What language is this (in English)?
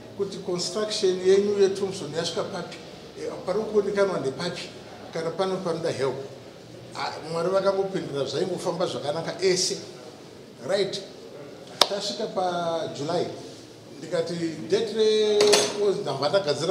Shona